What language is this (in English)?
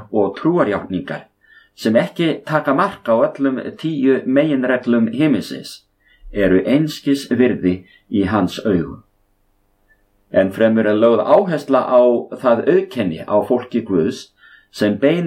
Icelandic